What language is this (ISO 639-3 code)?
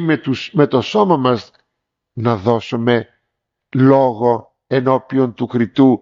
ell